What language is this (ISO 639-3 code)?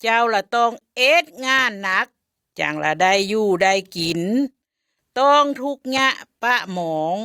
lao